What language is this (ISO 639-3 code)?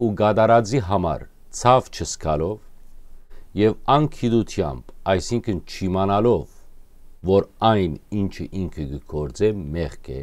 hyw